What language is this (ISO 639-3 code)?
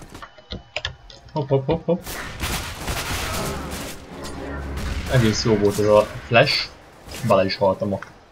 hun